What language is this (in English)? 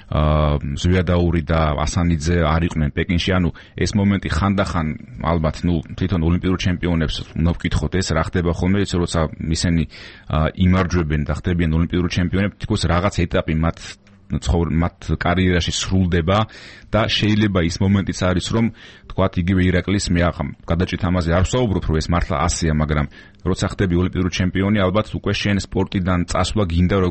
Georgian